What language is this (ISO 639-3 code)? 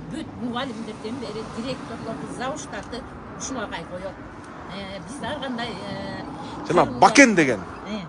kir